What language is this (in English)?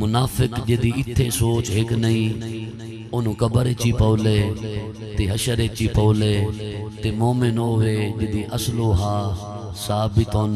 Saraiki